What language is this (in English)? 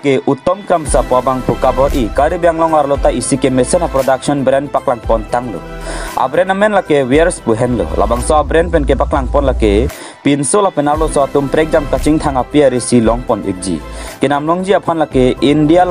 Karbi